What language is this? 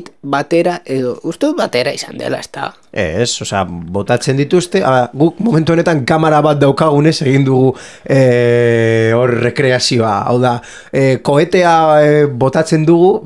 Basque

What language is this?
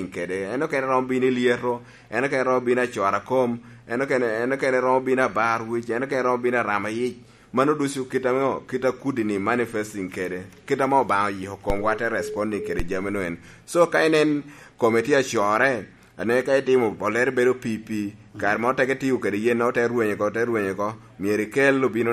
Lango (Uganda)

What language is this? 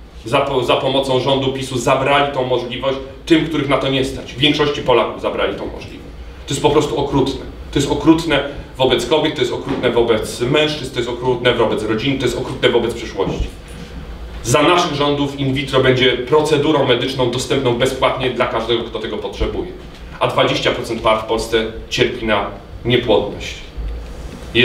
Polish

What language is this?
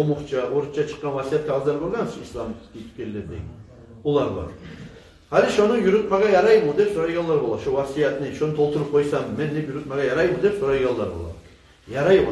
Kumyk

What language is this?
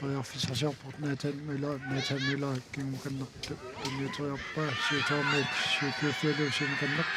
Kalaallisut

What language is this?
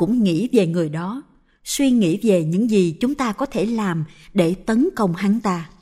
Vietnamese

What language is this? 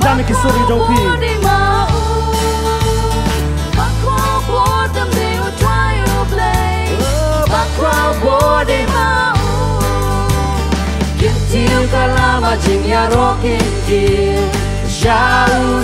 Khasi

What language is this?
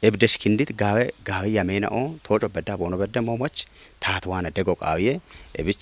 Kafa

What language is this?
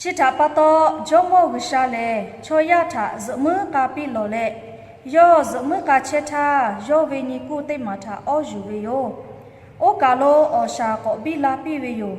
Lahu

